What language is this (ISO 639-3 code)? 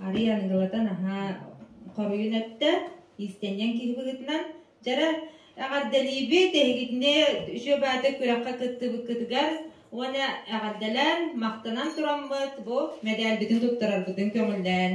sah